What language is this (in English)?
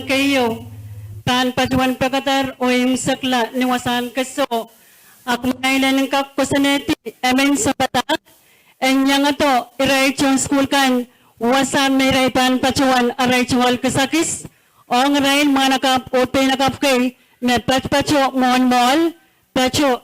Pohnpeian